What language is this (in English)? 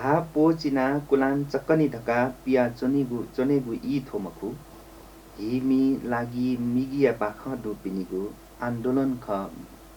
Newari